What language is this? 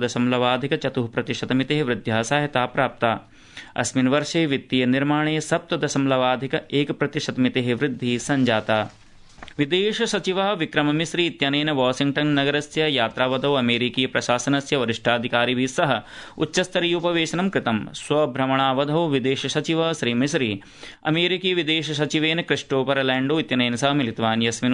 Sanskrit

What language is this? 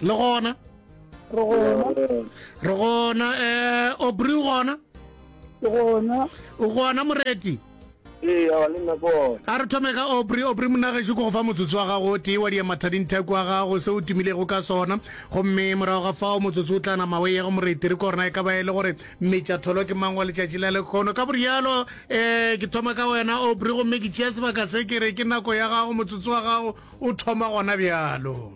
Northern Sotho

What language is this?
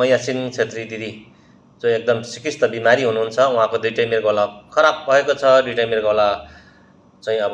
Nepali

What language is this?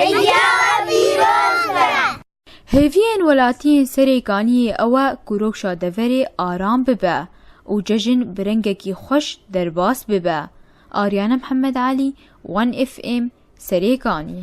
Kurdish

